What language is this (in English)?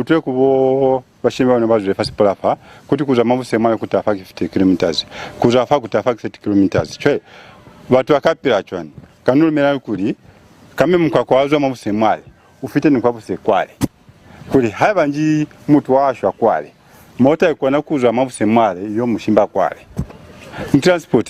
Lozi